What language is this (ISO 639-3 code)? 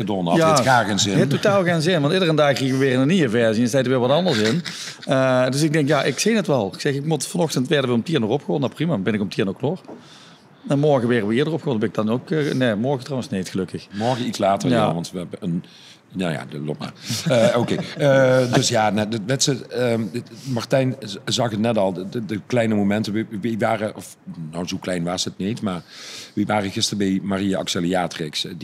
lim